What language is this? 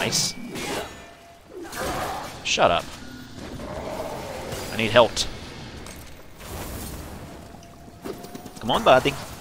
English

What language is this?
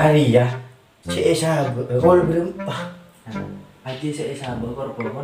Madurese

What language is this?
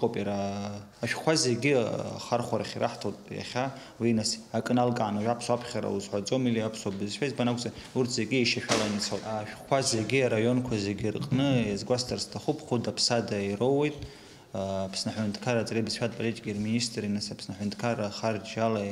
Abkhazian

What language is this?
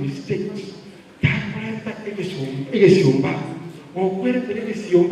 Gusii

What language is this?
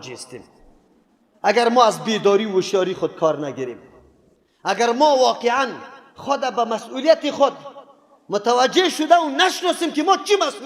Persian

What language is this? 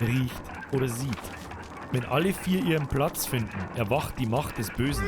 Bavarian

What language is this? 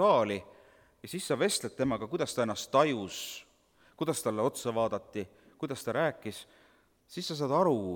Estonian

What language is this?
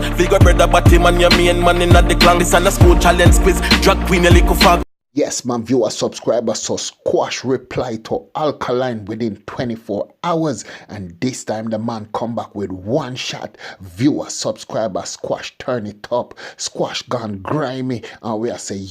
Jamaican Creole English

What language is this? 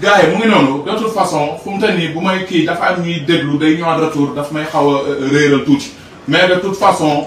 Wolof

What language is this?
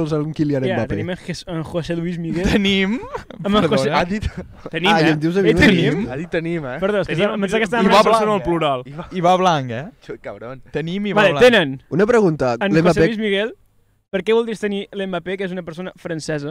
Catalan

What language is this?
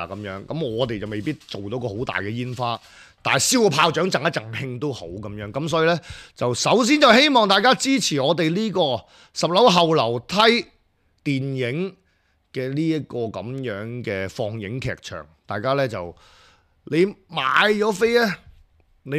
Cantonese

